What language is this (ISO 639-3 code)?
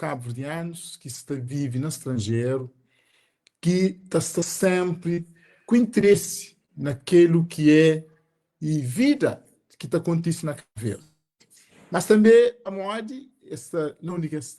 kea